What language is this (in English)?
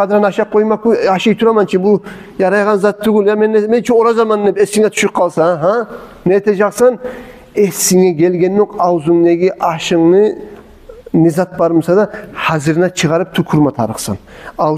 Kumyk